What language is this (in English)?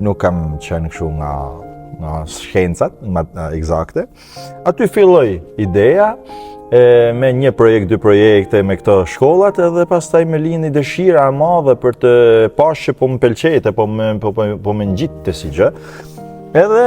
Albanian